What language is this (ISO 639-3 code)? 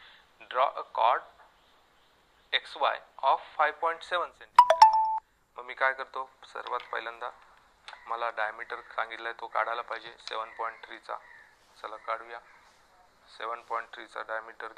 mar